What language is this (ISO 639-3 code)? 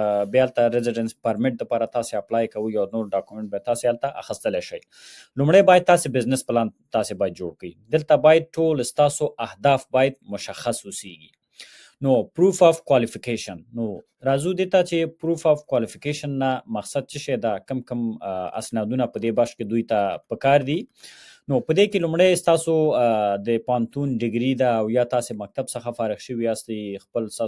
pus